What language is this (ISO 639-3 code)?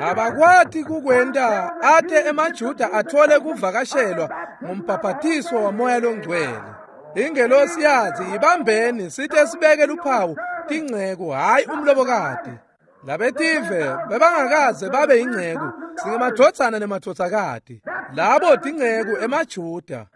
ssw